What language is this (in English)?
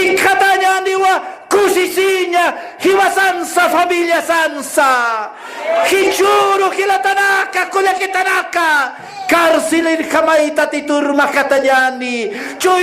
Aymara